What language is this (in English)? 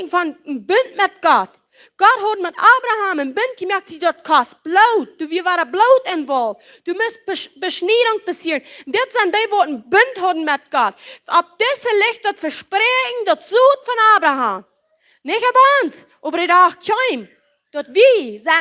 Plautdietsch